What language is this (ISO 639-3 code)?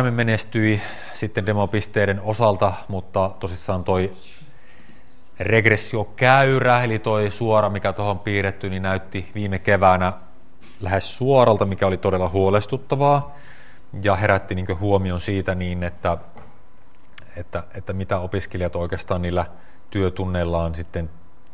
fin